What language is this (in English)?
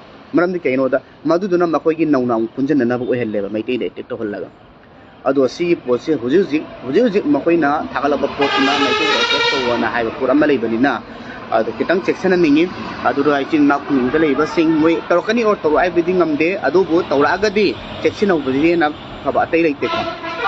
Manipuri